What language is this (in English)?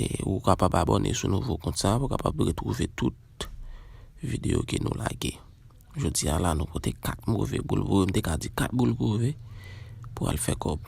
Haitian Creole